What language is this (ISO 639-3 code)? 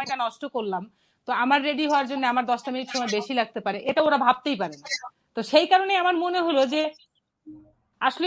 ben